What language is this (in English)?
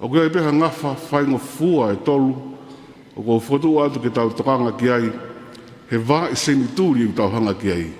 Tongan